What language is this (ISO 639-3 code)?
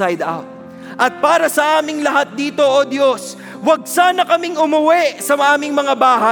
fil